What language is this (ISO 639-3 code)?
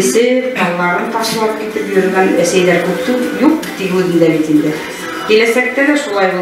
bak